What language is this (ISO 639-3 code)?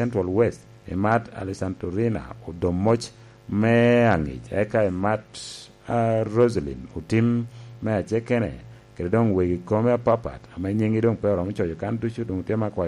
laj